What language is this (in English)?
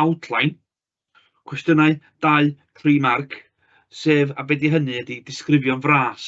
Welsh